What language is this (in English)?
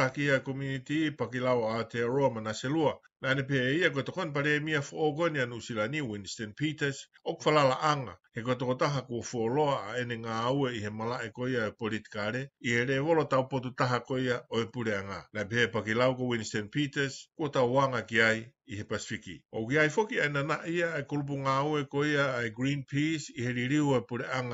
Tongan